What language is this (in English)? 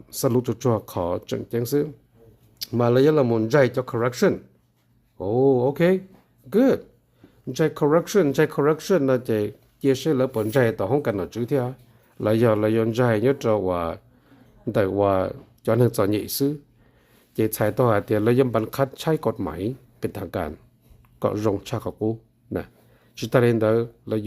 Hmong